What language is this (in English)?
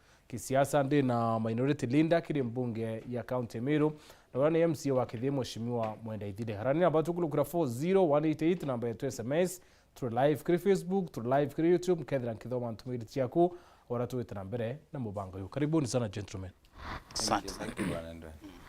Meru